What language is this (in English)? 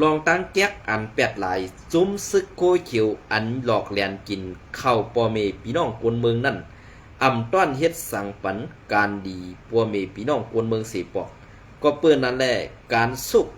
Shan